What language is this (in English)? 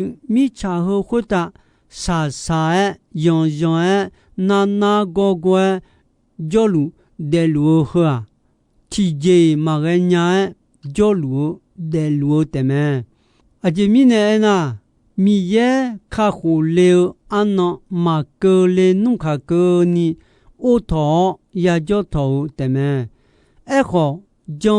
Akha